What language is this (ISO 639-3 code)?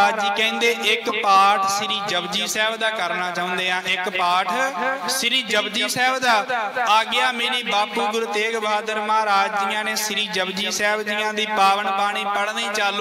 pan